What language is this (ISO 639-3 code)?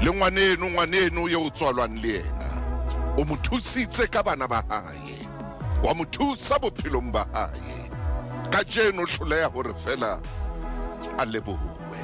sot